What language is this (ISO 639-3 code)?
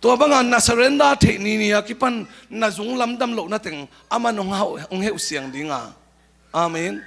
ctd